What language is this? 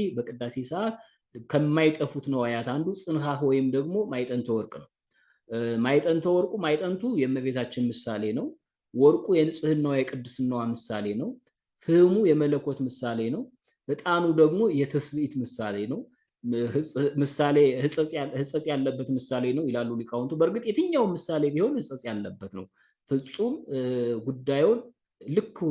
Amharic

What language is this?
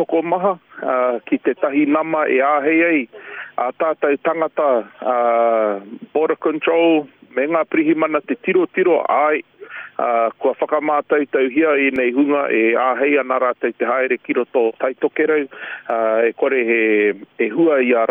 Māori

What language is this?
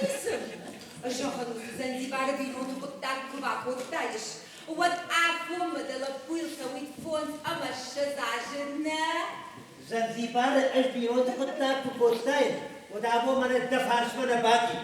Ossetic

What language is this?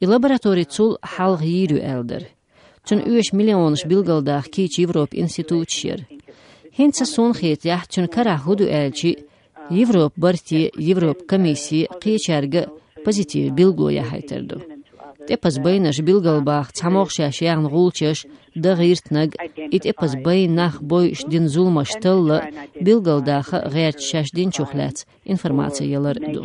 Chechen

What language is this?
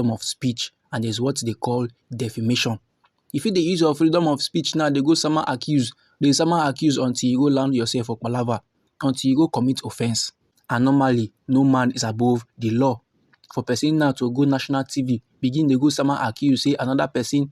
Nigerian Pidgin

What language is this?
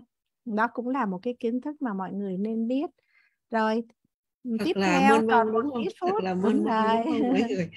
Vietnamese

